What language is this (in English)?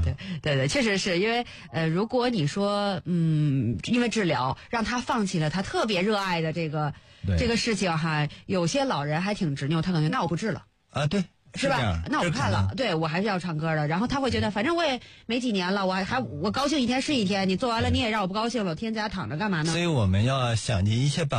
Chinese